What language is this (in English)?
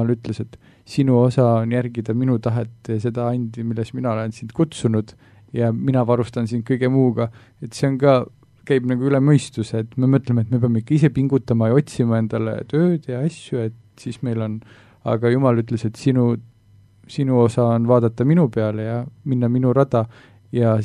Estonian